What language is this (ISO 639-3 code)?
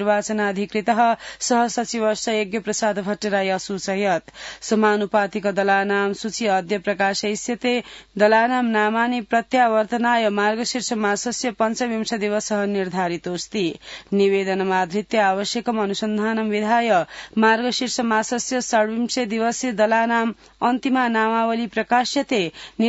san